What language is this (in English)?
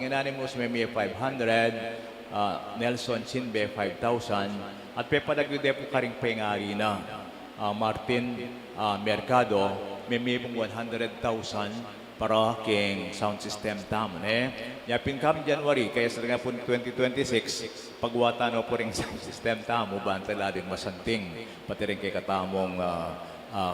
Pampanga